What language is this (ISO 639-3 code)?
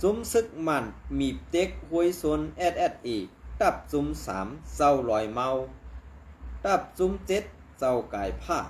shn